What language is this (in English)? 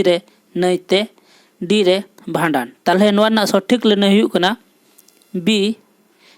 Santali